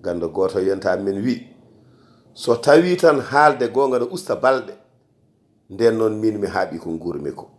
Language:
Fula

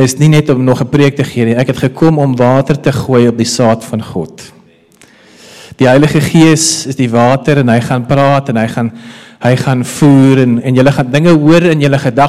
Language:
Afrikaans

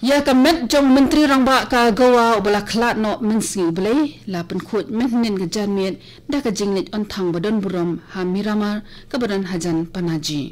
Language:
Khasi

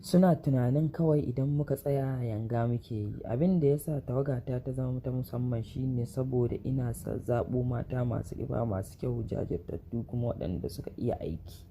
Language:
Hausa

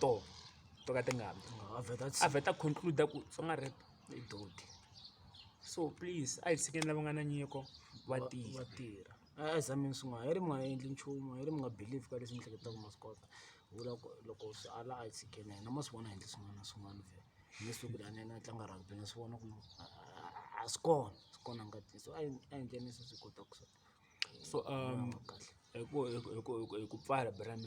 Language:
Tsonga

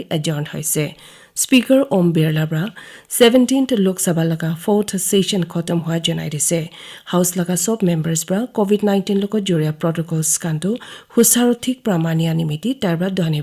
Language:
Naga Pidgin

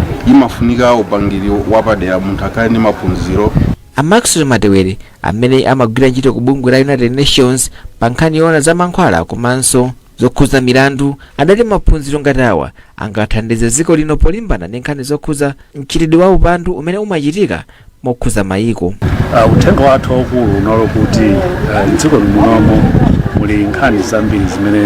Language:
Nyanja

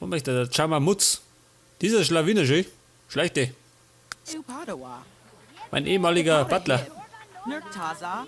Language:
Bavarian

